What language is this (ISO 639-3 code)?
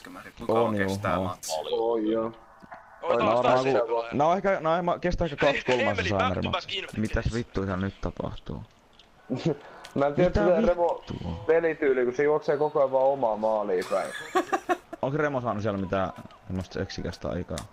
fin